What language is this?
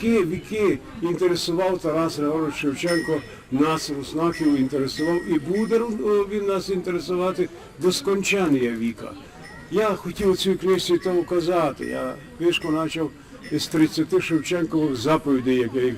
Rusyn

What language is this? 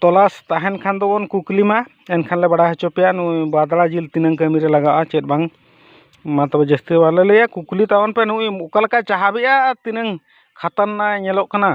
Santali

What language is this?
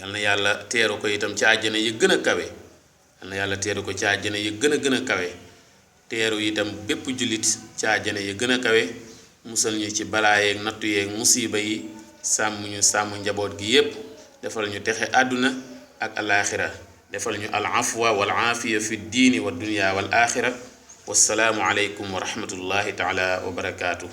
Wolof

